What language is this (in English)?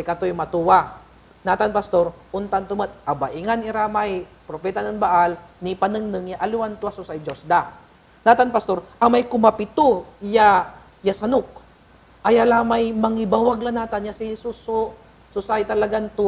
Pangasinan